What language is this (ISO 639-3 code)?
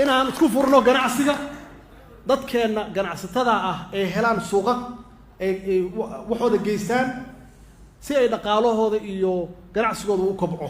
som